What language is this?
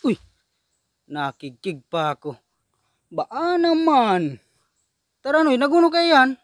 Bikol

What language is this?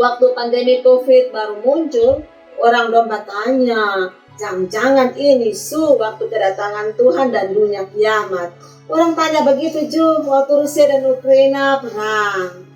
Kupang Malay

